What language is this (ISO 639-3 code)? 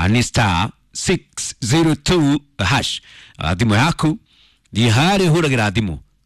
kik